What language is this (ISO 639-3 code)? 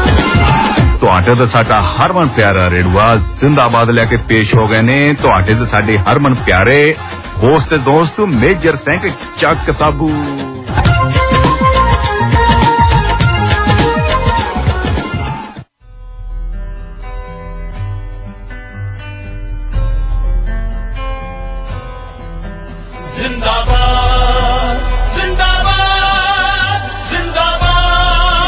pan